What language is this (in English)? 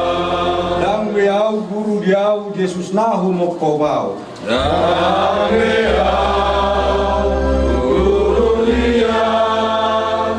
Batak Toba